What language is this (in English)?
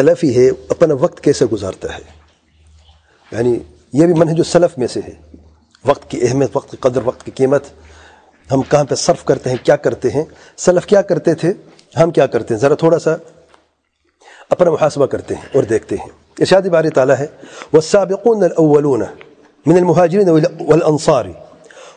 Urdu